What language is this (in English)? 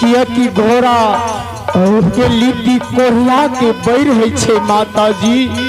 Maithili